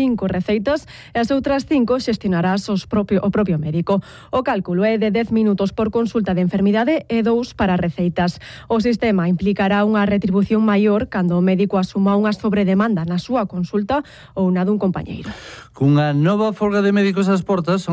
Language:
Galician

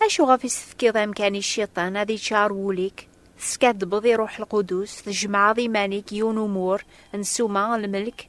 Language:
Kabyle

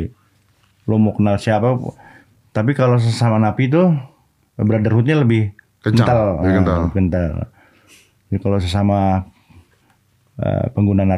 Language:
Indonesian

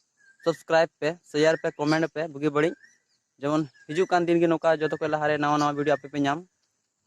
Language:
Santali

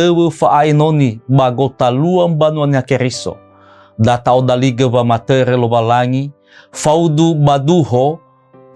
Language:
Nias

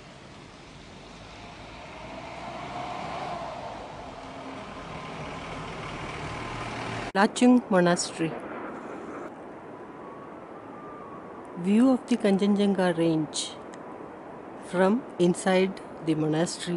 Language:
English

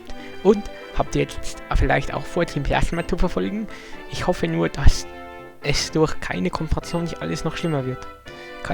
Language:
Bavarian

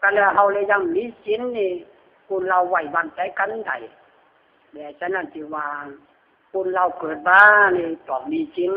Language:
Lü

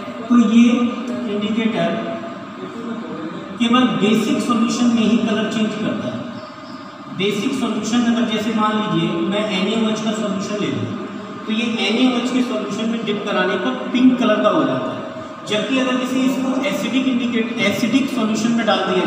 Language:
Hindi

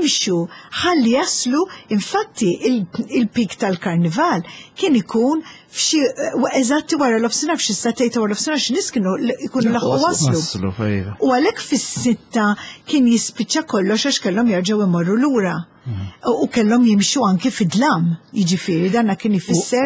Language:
Maltese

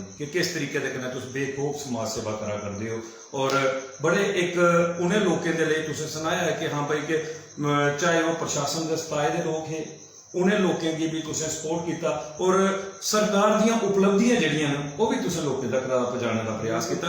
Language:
Dogri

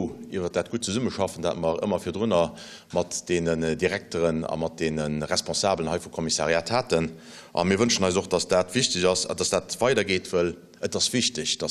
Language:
Luxembourgish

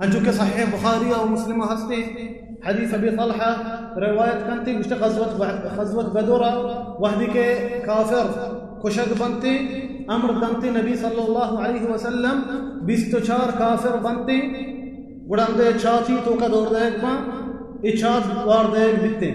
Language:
Baluchi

